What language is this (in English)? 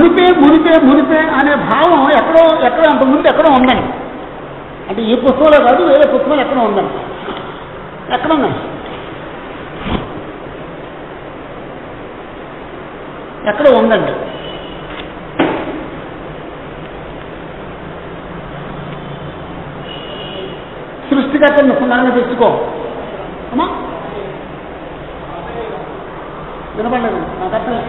Telugu